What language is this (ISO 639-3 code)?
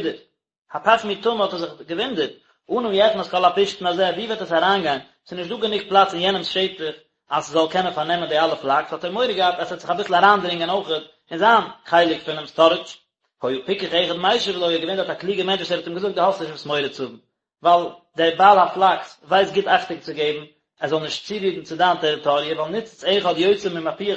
yid